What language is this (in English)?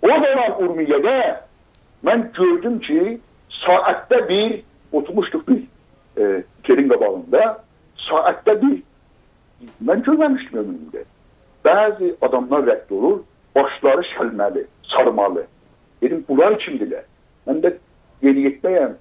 South Azerbaijani